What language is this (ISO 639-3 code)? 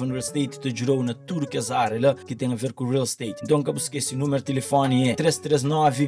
kea